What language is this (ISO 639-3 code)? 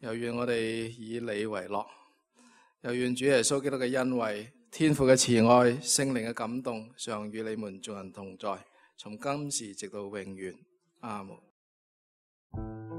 yue